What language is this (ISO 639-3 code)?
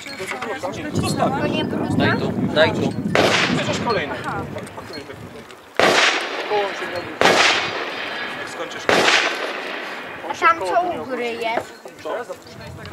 pol